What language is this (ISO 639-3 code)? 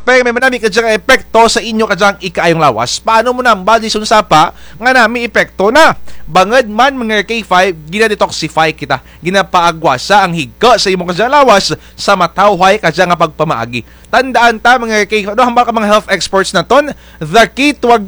krj